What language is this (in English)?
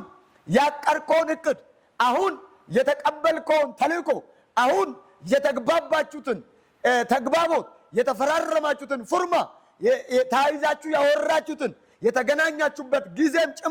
Amharic